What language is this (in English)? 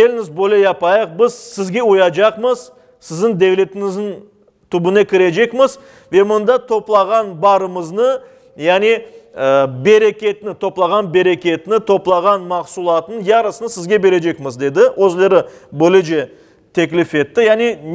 Crimean Tatar